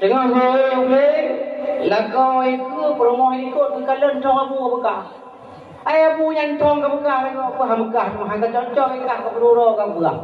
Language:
Achinese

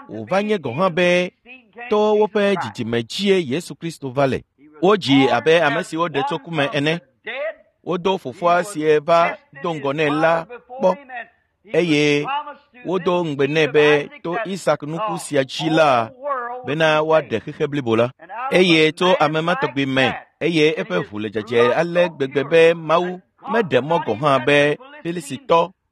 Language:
Ewe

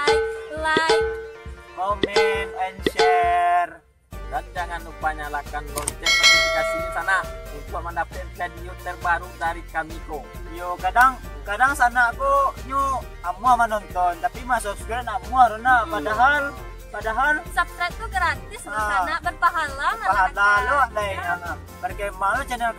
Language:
Minangkabau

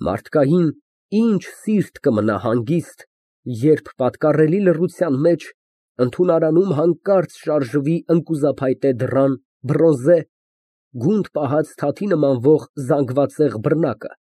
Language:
Armenian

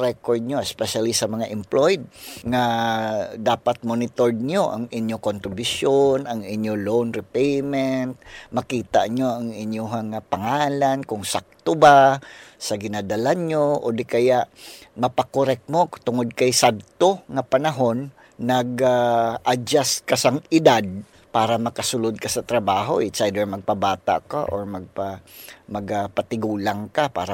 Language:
Hiligaynon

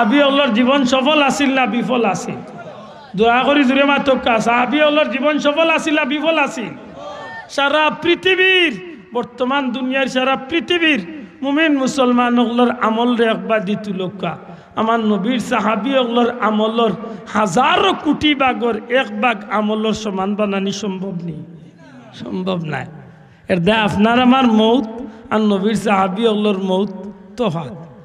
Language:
Sylheti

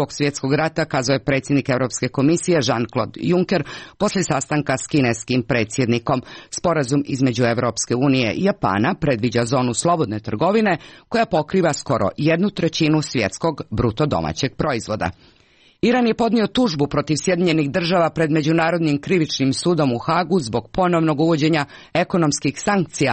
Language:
Serbian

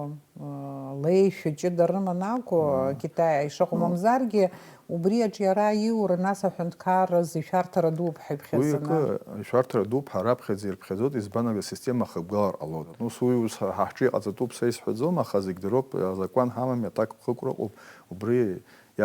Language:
Abkhazian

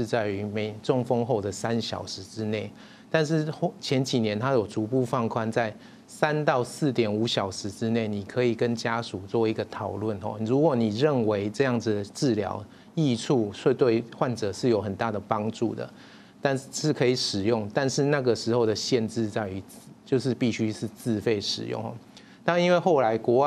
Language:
Chinese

